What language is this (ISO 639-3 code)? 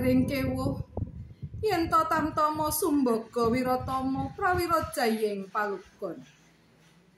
jav